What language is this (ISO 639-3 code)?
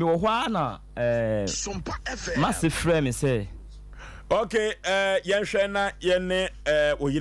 aka